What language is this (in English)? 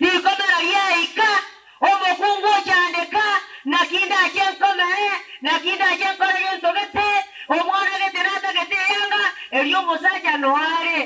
Gusii